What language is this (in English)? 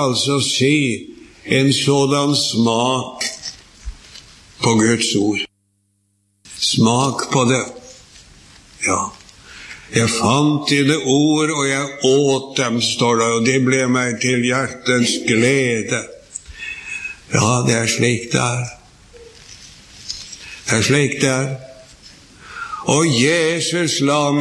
Norwegian